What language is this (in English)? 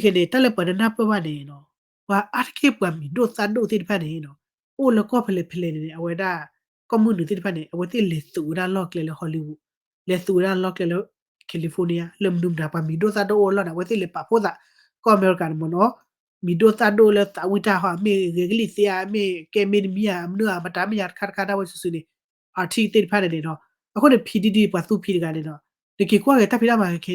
S'gaw Karen